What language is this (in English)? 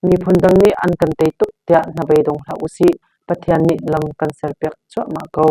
Hakha Chin